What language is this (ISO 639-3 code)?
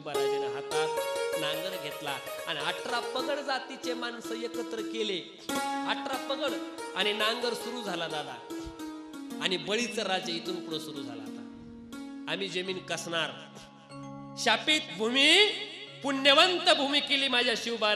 mar